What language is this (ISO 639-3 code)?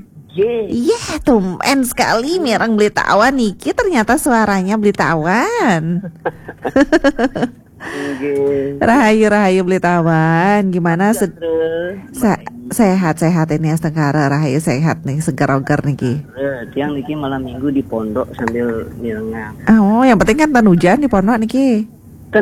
ban